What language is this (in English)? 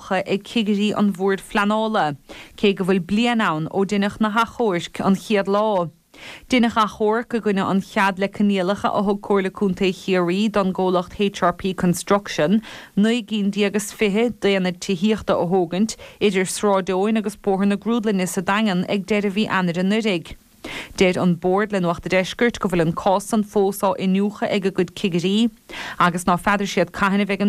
Irish